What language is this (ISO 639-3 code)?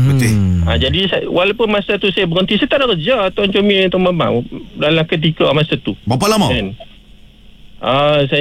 msa